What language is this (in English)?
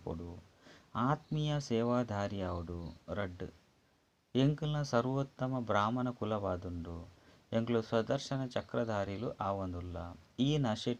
Tulu